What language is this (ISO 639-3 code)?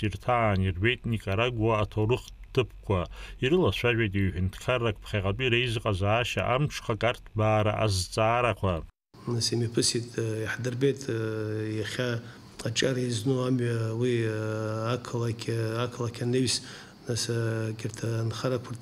abk